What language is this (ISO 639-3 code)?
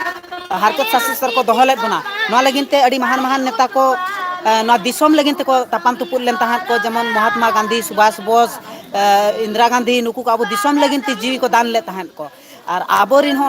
sat